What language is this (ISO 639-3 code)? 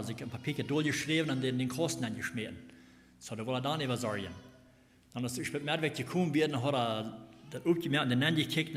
pdt